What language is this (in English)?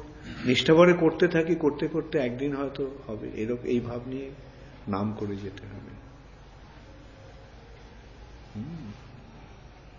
Bangla